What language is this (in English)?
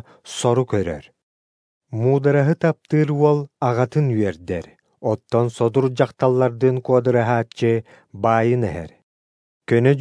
Yakut